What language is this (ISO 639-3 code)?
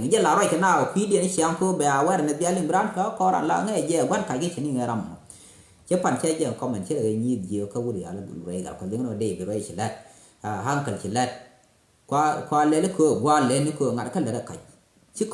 nus